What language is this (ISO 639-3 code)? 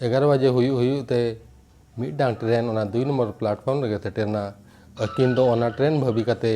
sat